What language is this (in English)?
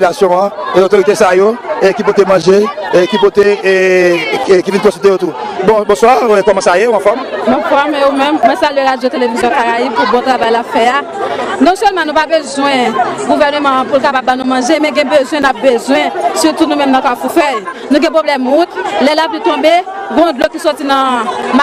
Haitian Creole